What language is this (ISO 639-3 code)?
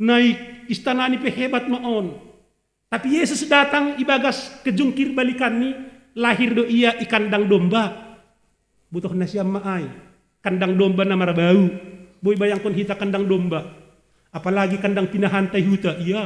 bts